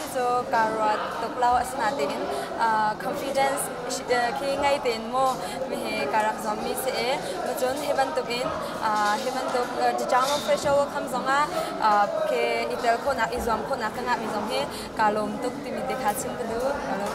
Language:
Hakha Chin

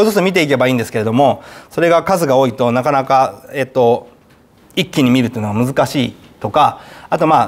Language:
Japanese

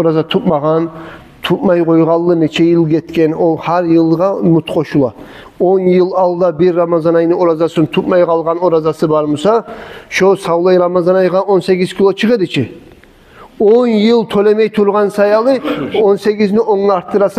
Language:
Kumyk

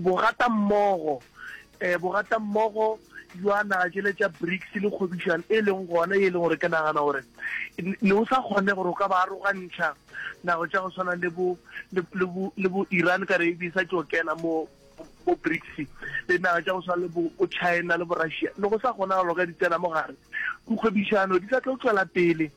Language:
Northern Sotho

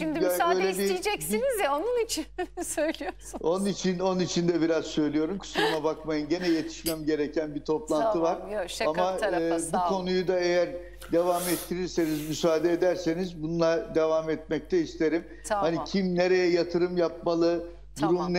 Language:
Turkish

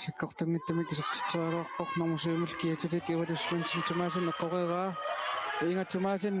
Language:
Kalaallisut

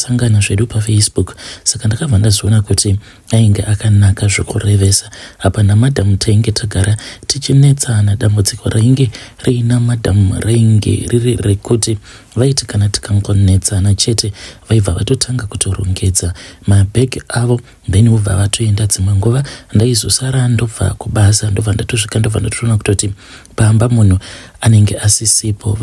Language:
Shona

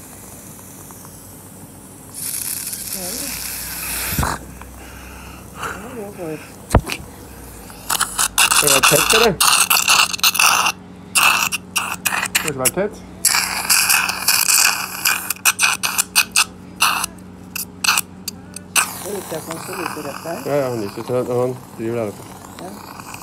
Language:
Norwegian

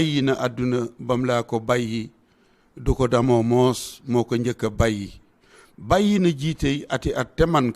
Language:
Wolof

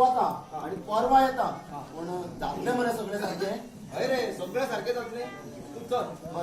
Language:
Konkani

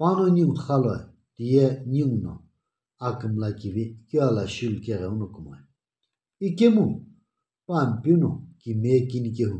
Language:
Sumi Naga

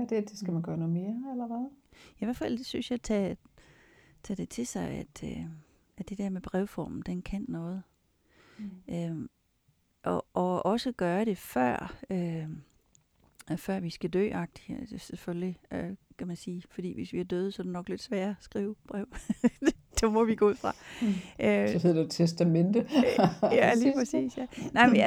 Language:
Danish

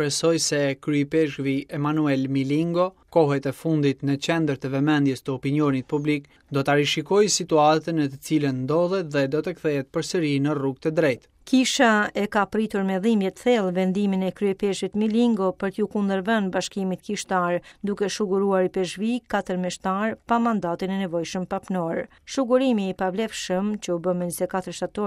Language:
Albanian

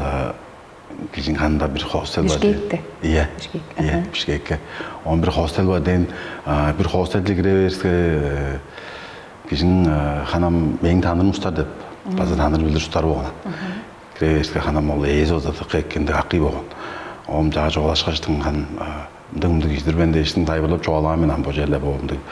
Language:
Tuvinian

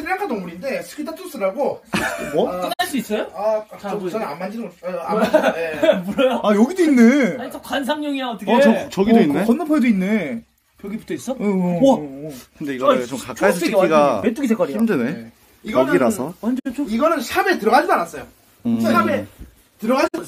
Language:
Korean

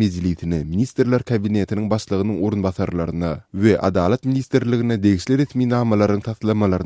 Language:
Turkmen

